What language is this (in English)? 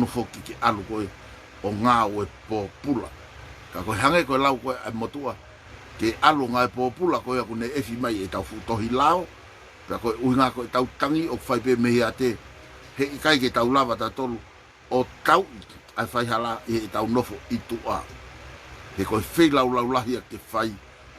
Tongan